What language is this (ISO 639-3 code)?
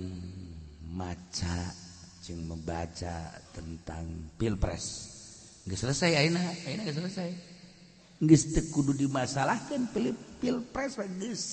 sun